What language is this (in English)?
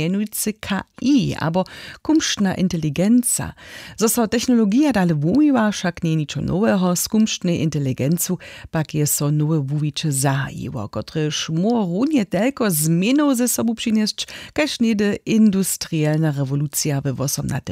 Upper Sorbian